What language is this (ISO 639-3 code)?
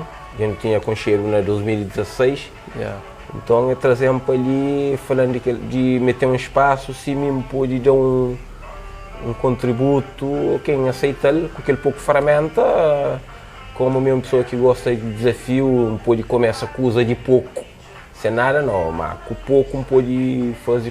kea